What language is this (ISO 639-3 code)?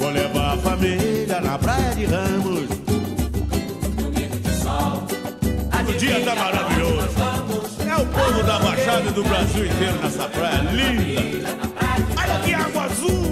por